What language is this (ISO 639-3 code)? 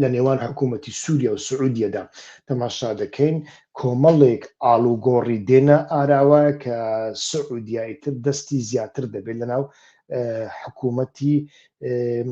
ckb